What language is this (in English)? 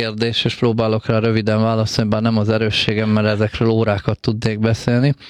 Hungarian